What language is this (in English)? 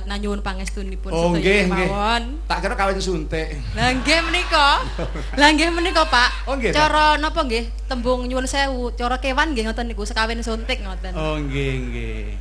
Javanese